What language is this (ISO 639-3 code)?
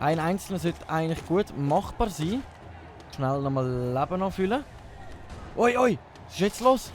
gsw